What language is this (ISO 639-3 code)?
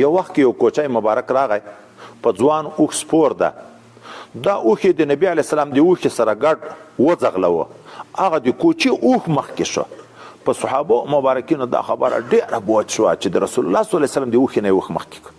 pus